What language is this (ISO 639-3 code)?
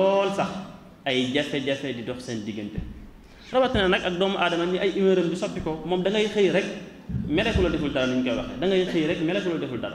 wol